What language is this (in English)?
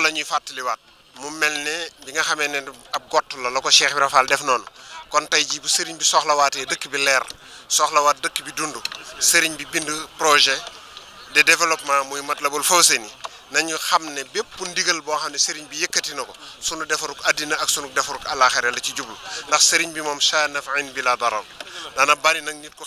Wolof